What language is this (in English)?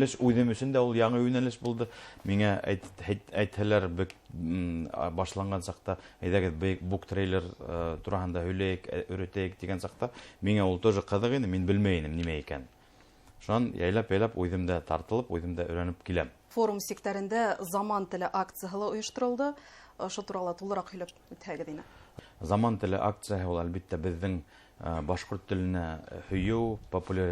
Bashkir